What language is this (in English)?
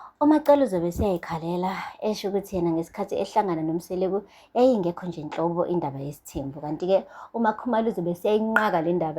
Zulu